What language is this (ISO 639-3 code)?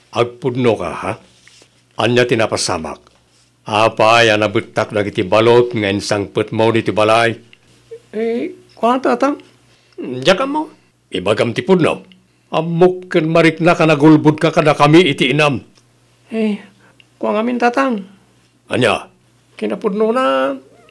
ilo